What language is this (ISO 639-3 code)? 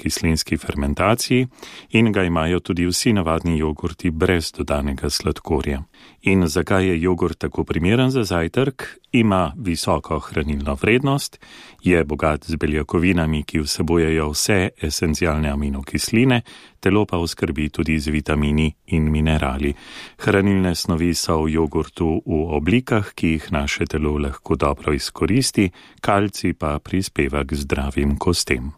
slv